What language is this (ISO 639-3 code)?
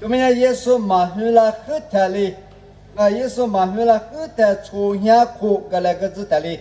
lis